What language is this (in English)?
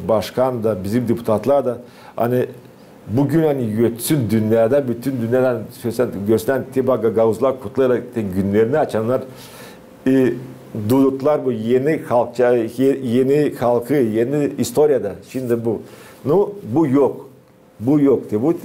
Gagauz